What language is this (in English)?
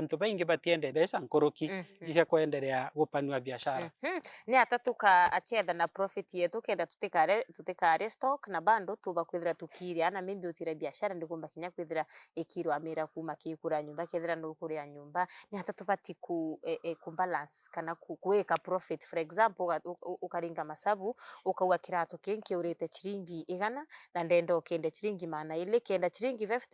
Meru